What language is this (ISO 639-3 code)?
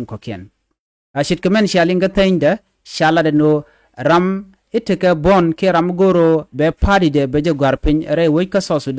nus